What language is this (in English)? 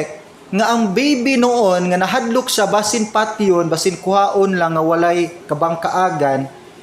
Cebuano